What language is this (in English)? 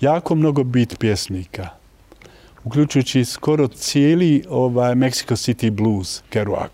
Bosnian